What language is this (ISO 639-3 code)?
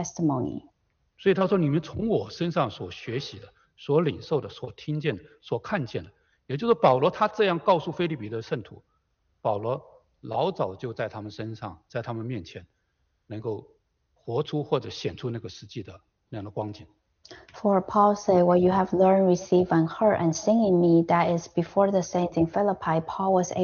zho